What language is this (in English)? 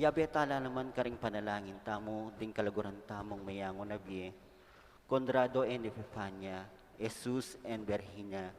Pampanga